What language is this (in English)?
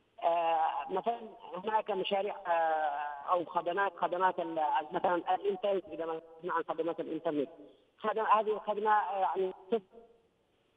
Arabic